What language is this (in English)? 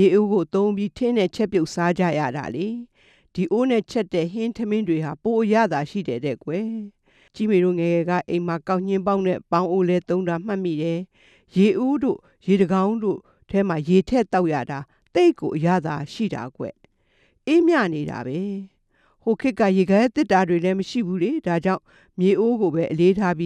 Burmese